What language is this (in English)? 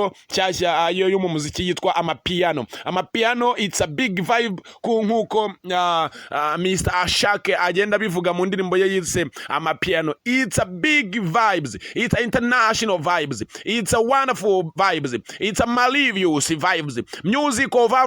Kinyarwanda